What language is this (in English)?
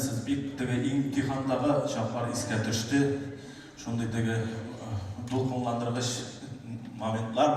Tatar